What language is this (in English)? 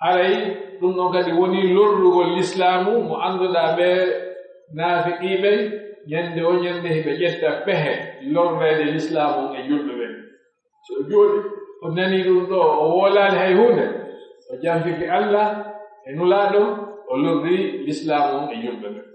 Pular